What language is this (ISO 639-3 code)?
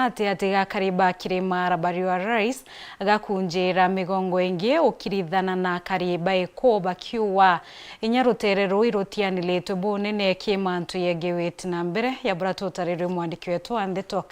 mer